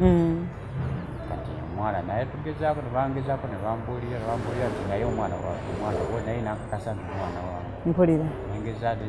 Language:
Ganda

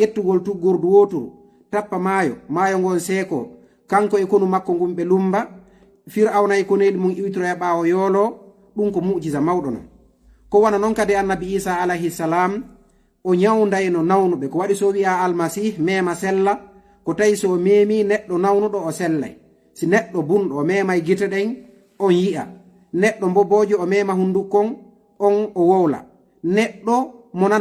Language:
Fula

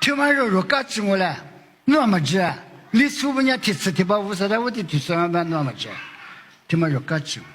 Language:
Lisu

